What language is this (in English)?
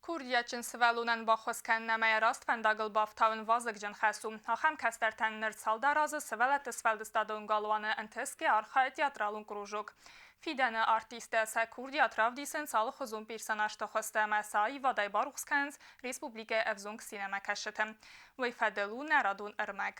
Ossetic